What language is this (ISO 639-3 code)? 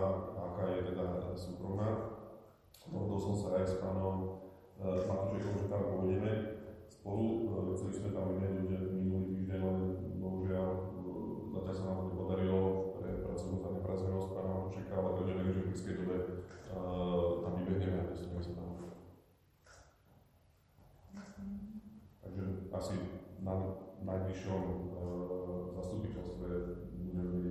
slk